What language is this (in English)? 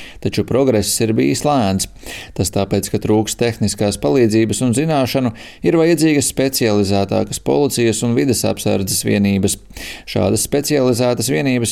Latvian